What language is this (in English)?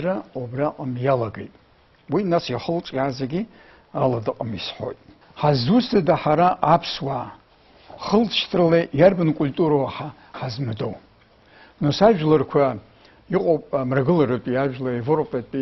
Abkhazian